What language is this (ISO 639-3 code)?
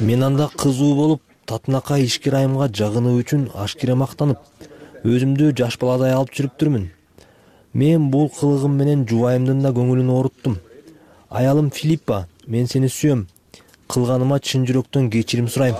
kir